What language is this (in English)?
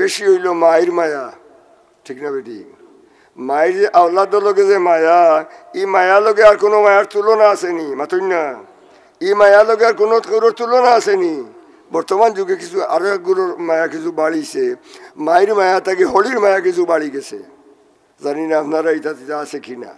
Sylheti